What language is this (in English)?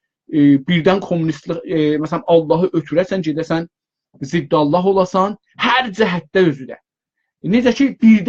South Azerbaijani